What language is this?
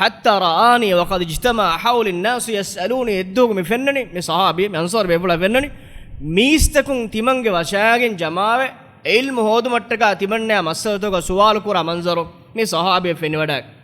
Divehi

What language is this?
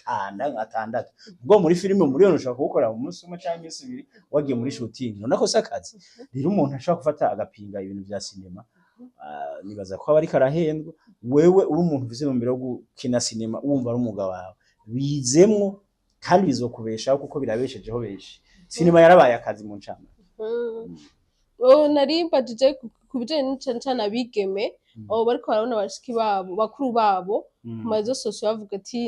Rundi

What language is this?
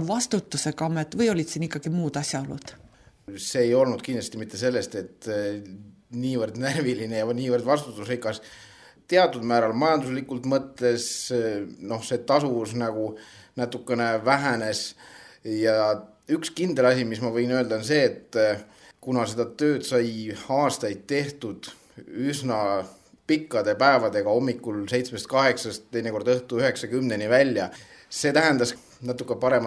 Estonian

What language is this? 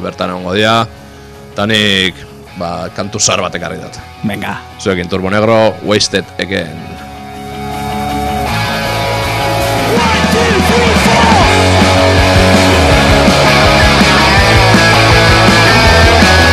Basque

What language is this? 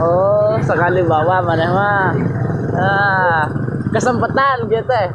Sundanese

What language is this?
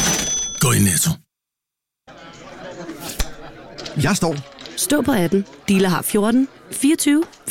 Danish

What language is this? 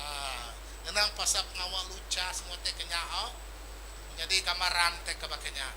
Iban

